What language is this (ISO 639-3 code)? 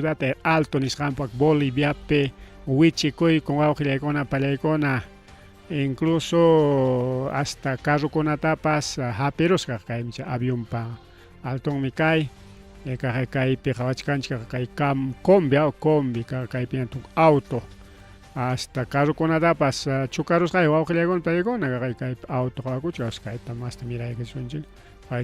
quy